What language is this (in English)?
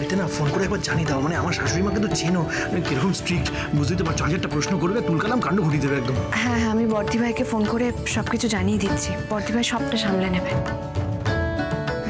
Bangla